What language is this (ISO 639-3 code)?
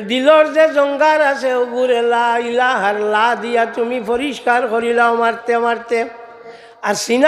syl